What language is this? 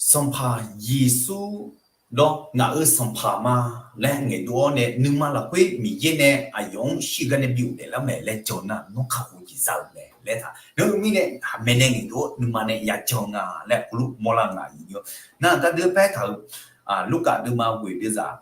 Akha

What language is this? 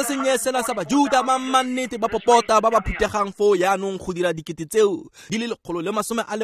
Tswana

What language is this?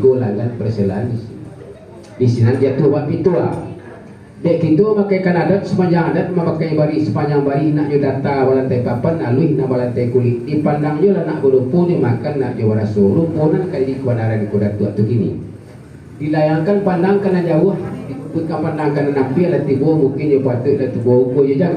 Minangkabau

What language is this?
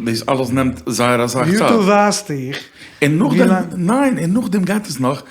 Yiddish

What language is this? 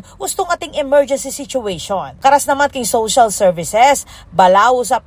Pampanga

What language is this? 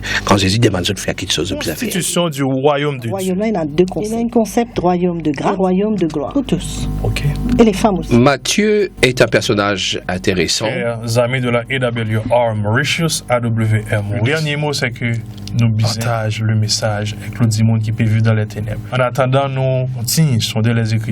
Morisyen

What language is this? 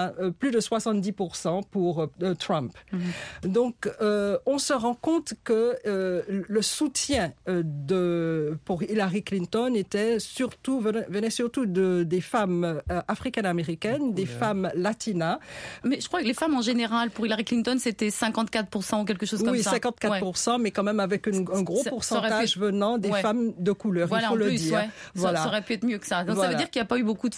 French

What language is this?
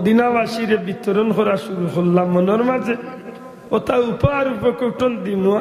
Sylheti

